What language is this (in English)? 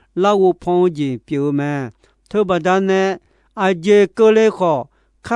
Akha